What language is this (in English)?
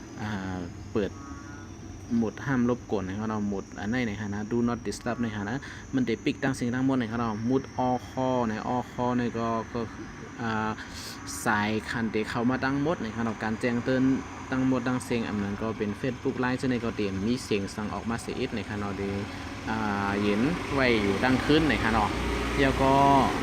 Shan